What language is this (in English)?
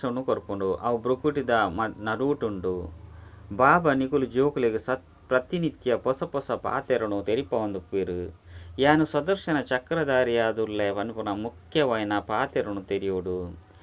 Tulu